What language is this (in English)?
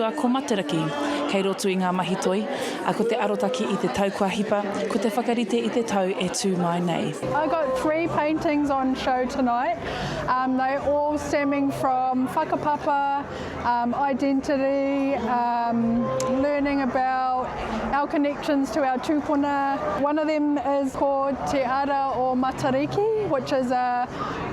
Māori